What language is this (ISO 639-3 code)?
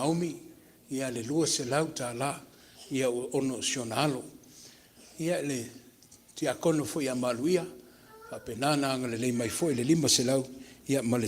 smo